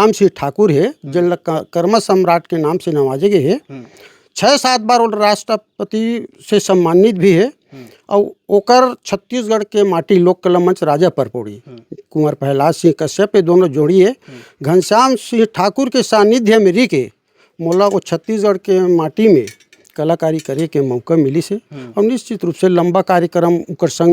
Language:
Chhattisgarhi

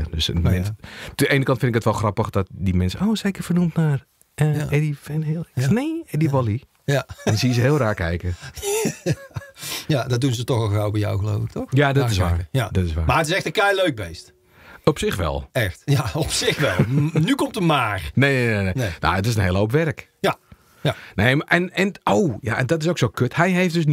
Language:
Dutch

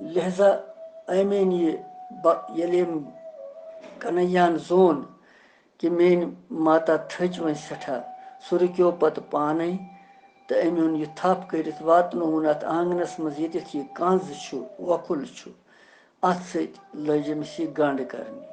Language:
Kashmiri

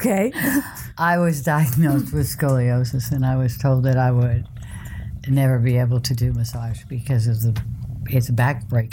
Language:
English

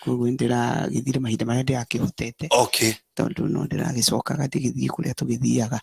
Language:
Kikuyu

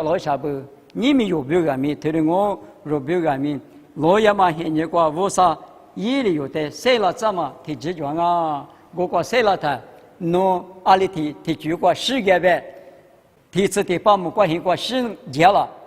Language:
Lisu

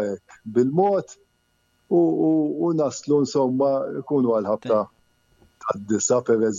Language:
Maltese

